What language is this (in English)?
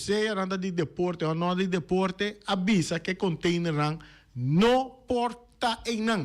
Papiamento